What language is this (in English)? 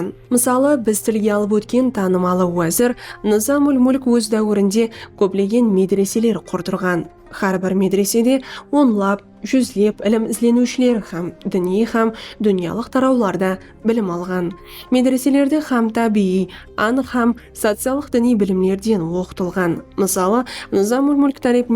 Kara-Kalpak